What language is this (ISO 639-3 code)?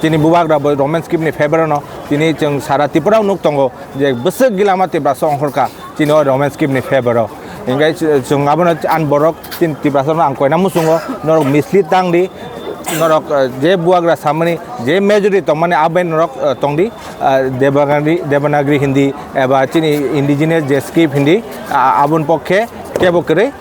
trp